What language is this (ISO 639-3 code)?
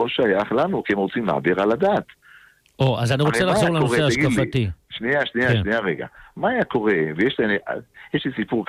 heb